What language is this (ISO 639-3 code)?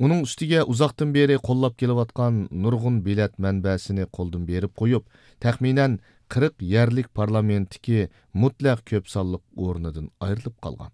uig